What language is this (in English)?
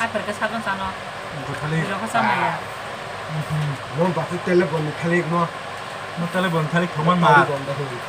Kok Borok